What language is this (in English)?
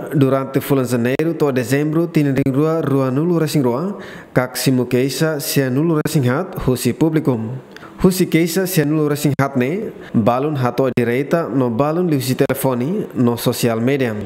Tetum